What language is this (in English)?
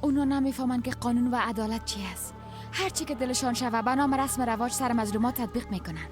Persian